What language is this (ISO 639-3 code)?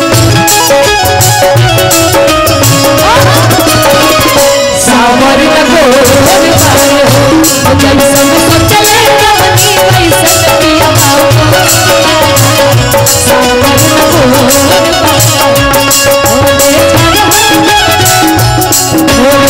bho